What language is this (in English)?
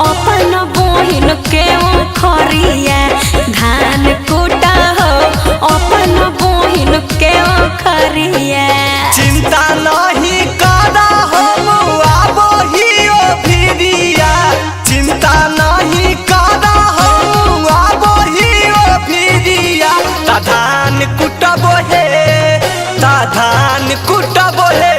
Magahi